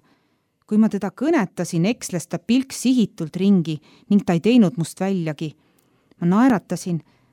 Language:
Estonian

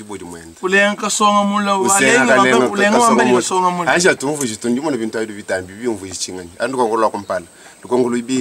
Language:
Luba-Lulua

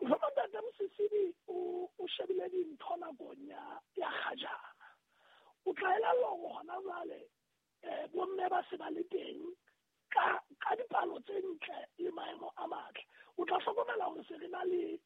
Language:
Southern Sotho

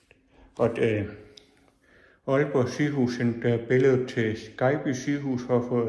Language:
Danish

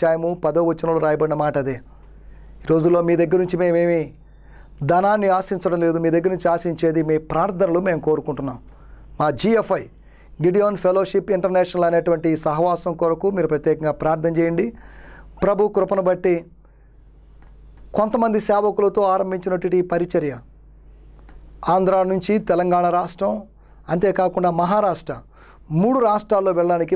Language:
Telugu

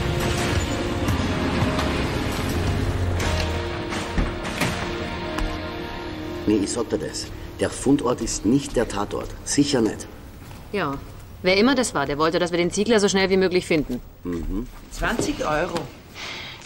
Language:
German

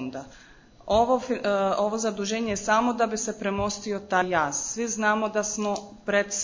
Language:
Croatian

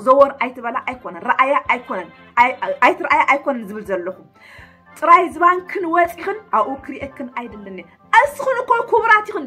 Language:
Tigrinya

